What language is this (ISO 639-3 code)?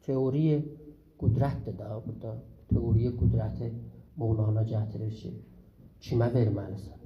azb